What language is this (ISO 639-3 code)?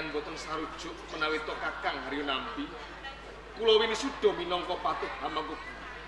jav